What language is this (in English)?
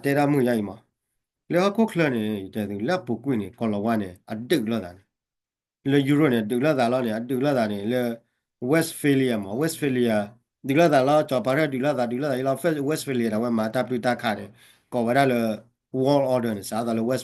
S'gaw Karen